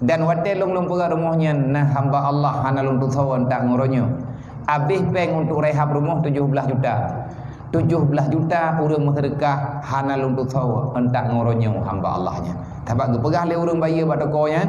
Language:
Achinese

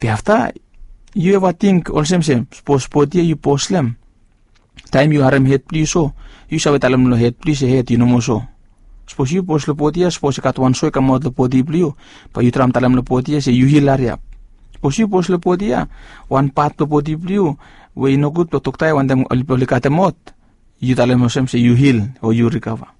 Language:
Bislama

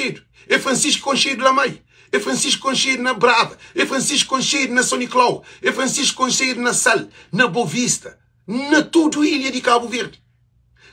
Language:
Kabuverdianu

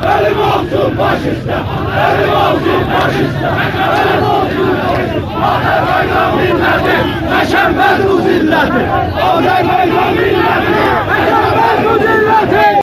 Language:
South Azerbaijani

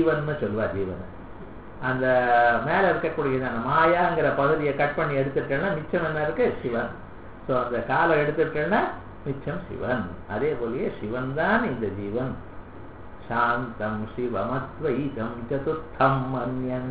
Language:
Tamil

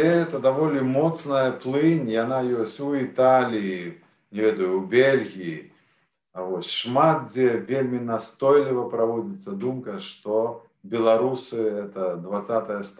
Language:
Belarusian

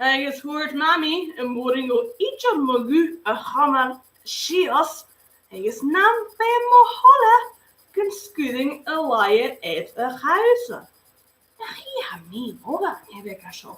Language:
Scottish Gaelic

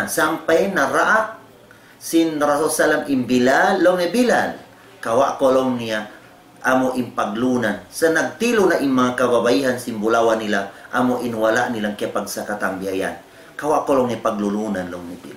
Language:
Tausug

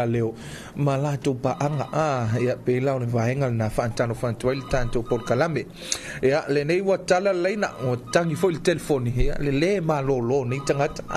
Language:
Samoan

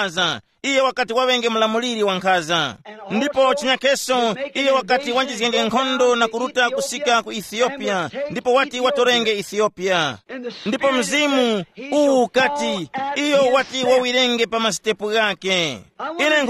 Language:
Tumbuka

